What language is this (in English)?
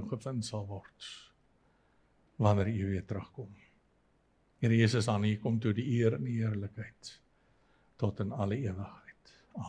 Afrikaans